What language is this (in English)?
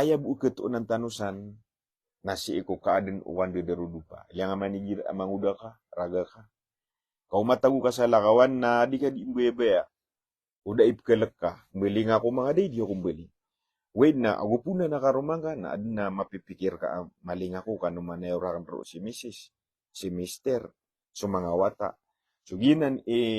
Maranao